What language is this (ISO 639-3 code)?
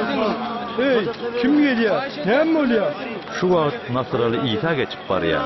tuk